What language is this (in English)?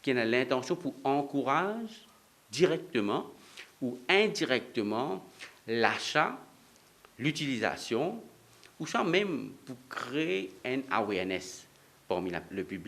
Morisyen